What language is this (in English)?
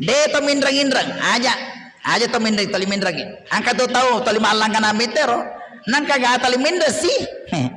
Buginese